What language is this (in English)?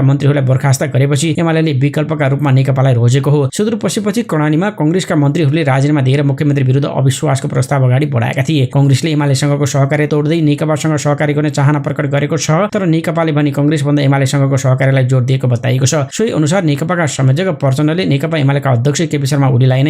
Nepali